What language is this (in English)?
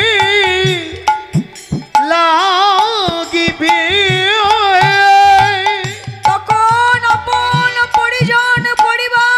Bangla